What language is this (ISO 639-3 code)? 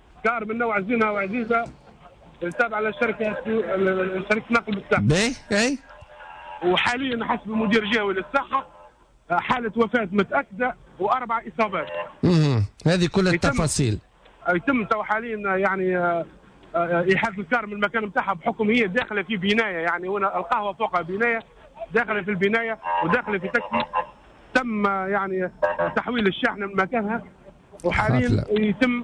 aeb